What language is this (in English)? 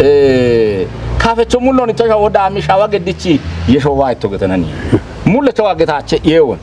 Kafa